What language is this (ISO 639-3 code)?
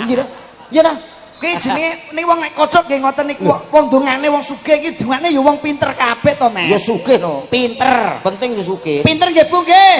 jav